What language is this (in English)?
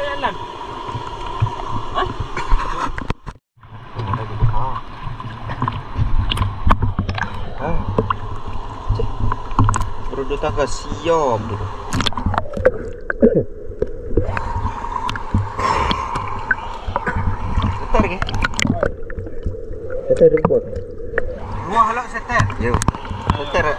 Malay